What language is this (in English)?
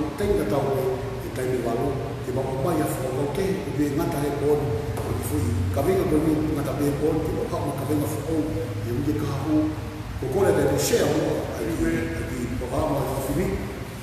Tongan